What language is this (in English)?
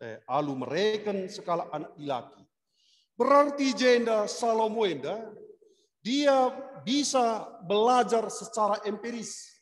Batak Karo